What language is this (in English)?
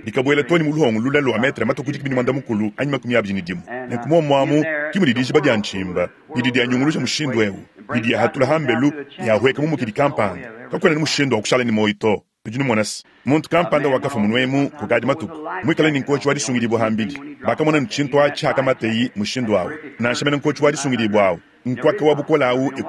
Luba-Lulua